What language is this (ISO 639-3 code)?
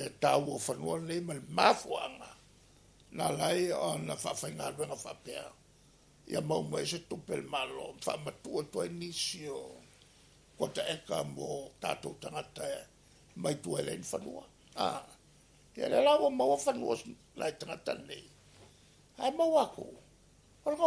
smo